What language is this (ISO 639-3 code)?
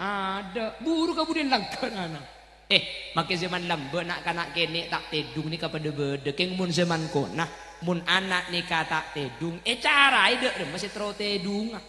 mad